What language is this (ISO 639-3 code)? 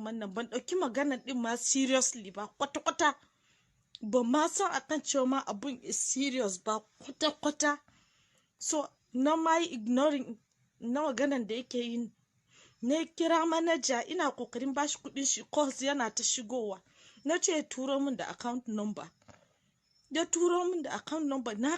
hau